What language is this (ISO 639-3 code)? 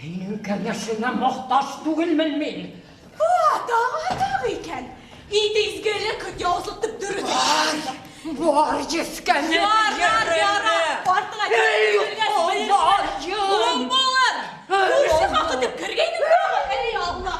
bak